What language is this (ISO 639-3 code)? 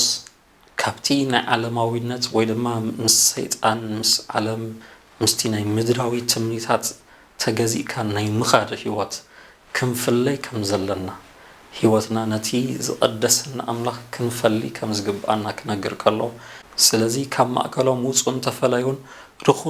tir